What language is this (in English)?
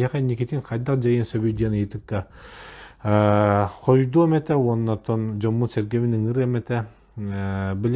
Yakut